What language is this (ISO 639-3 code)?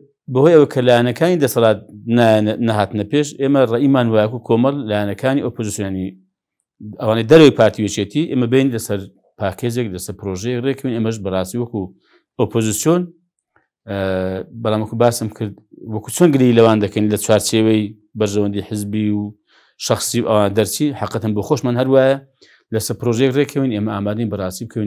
ckb